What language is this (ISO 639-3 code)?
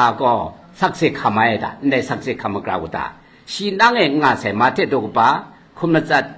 kac